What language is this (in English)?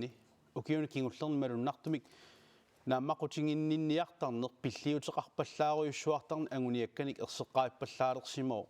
Kalaallisut